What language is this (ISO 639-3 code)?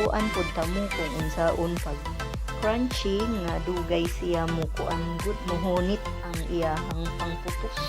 ceb